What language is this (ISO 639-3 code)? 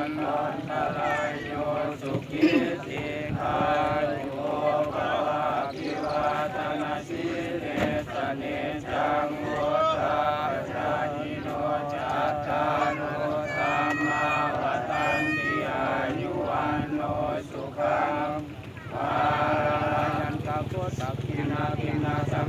pli